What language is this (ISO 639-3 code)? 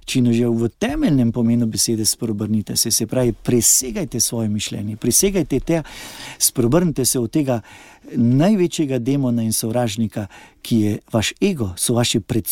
slv